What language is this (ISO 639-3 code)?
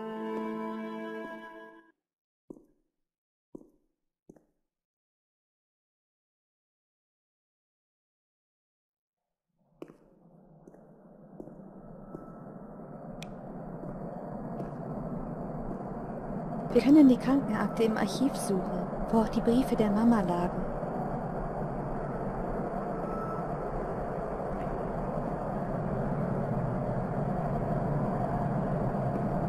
deu